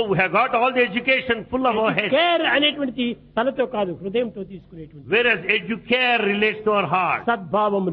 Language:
Telugu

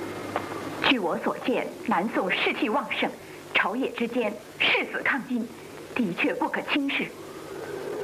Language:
Chinese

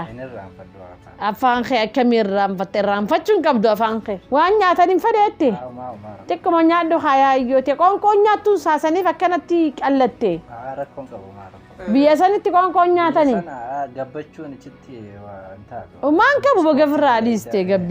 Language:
Oromo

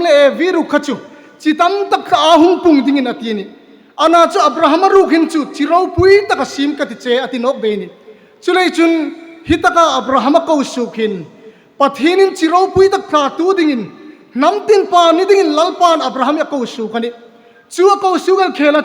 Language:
Hmar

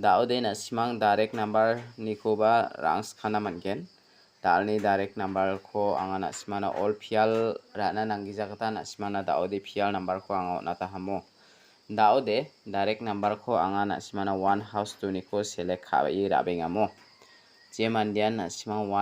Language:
Garo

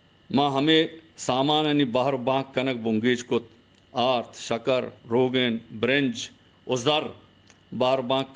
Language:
Baluchi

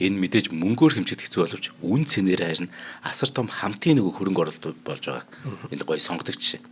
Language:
Mongolian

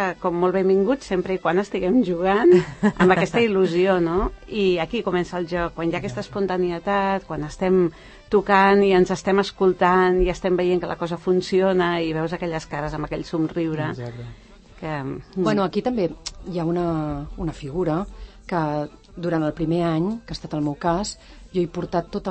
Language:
Catalan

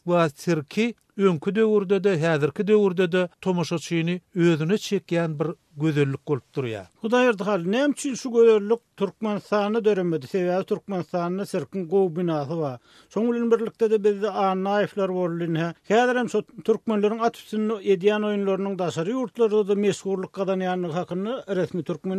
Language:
Turkmen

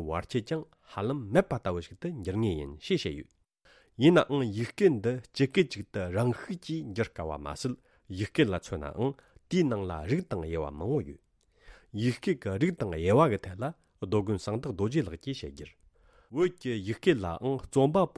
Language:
Tibetan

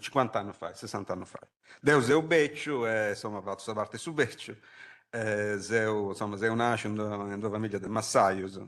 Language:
Sardinian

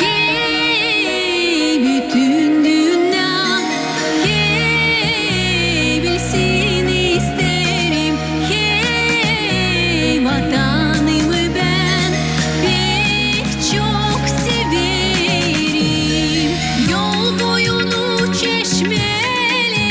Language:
Gagauz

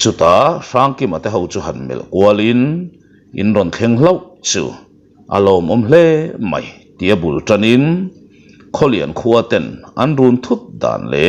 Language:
Mizo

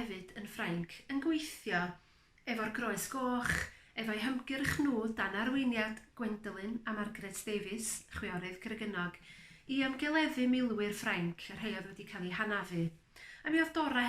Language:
Welsh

